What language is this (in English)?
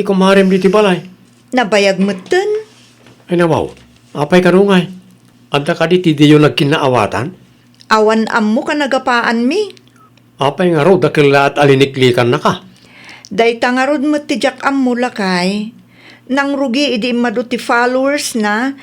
Iloko